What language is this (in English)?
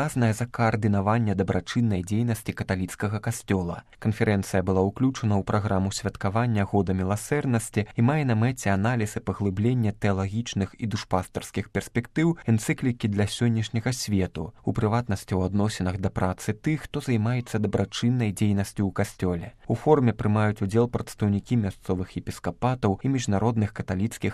Belarusian